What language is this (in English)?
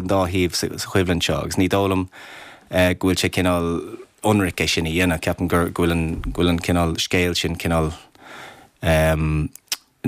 Irish